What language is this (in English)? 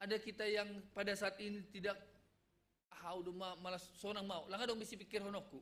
Batak Simalungun